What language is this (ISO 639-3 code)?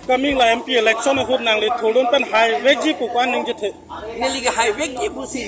mjw